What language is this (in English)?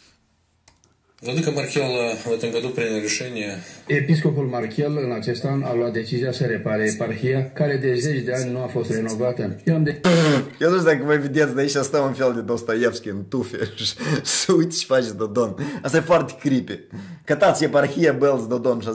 Romanian